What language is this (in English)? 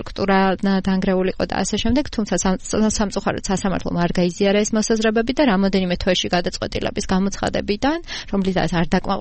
Georgian